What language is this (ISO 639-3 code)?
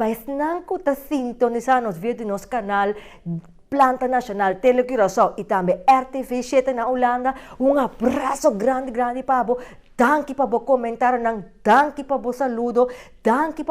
pap